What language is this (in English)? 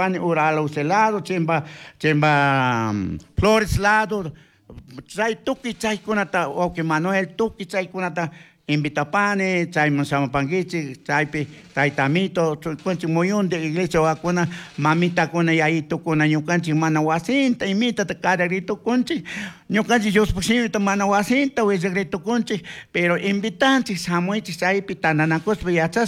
Chimborazo Highland Quichua